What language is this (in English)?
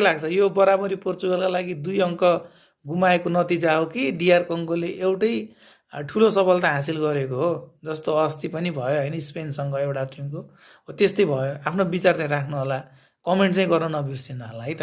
Nepali